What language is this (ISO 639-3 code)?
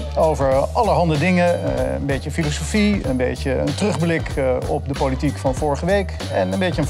nld